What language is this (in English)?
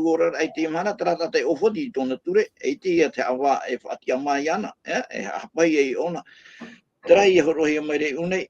Tahitian